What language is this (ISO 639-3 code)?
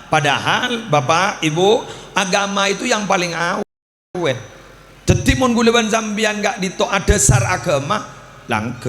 mad